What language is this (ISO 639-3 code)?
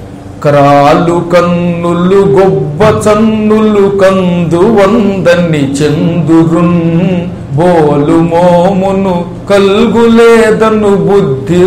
tel